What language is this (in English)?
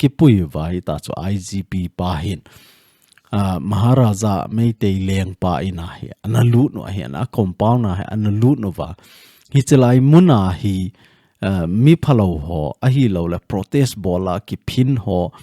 Thado Chin